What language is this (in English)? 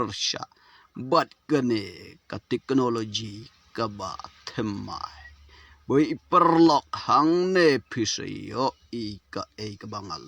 Khasi